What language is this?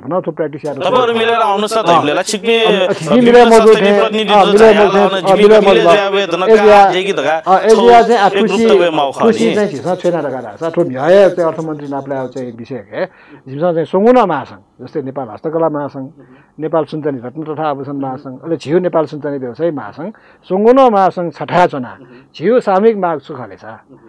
Newari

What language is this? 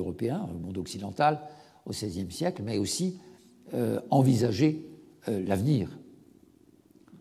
French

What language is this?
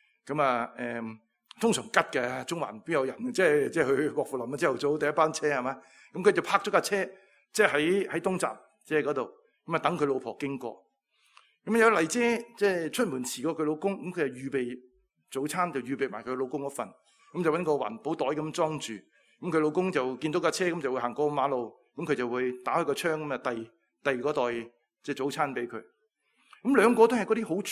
Cantonese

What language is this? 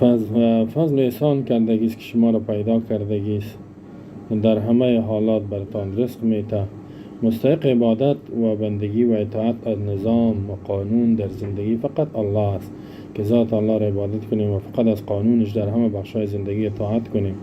Persian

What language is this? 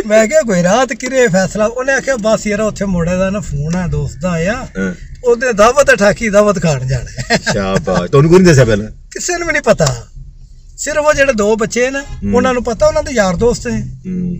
Punjabi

